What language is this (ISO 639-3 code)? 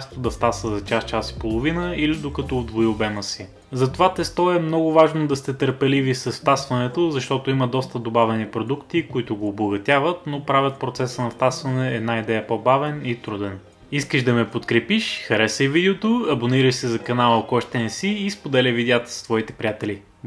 bul